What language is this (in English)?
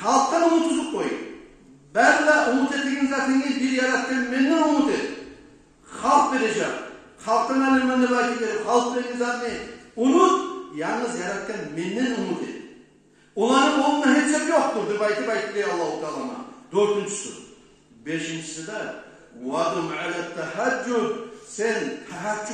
Kumyk